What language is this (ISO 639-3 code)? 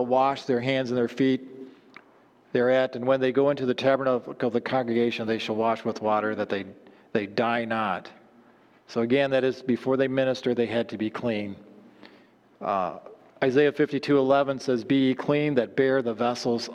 eng